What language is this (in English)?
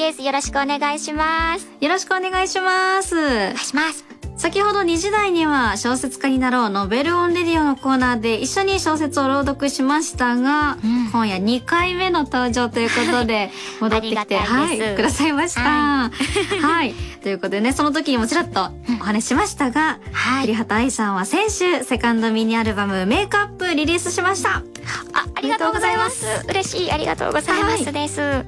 Japanese